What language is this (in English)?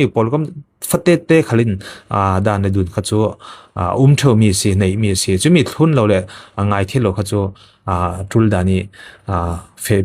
Falam Chin